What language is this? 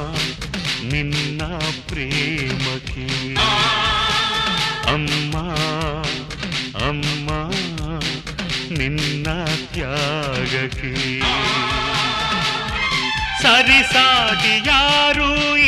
Kannada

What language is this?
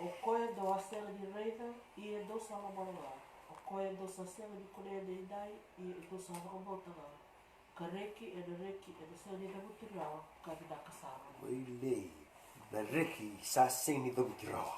Fijian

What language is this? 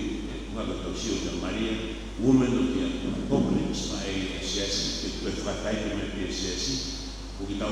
Tongan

